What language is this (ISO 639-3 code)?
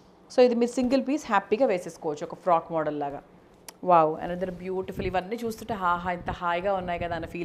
tel